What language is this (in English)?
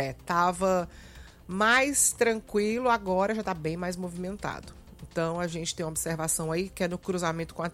Portuguese